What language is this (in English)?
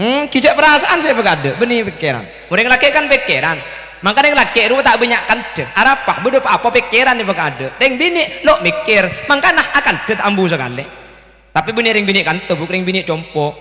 Madurese